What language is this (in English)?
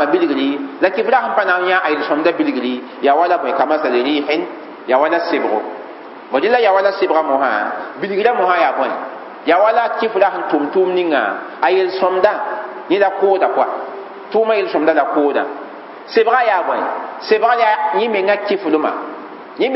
Mossi